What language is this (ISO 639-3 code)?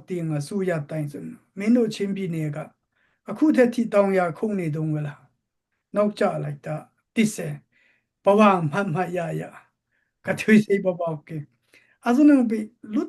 dis